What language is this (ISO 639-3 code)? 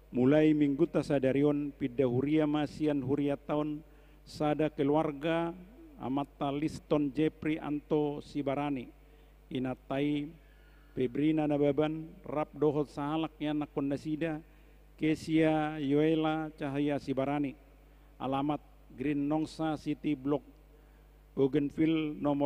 bbc